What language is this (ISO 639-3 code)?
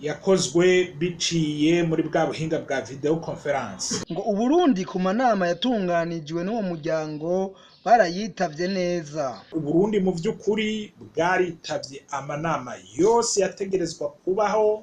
run